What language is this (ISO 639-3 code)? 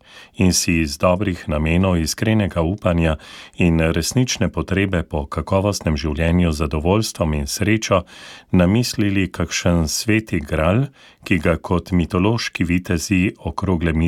slv